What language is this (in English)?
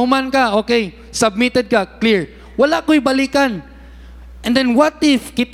Cebuano